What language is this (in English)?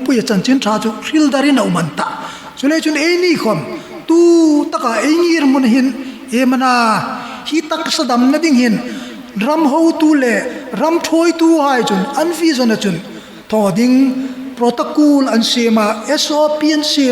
Hmar